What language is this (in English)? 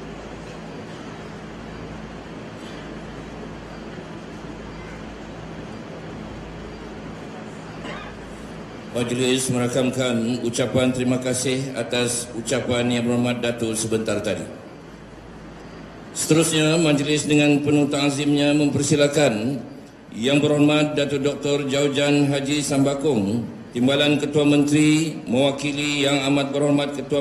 Malay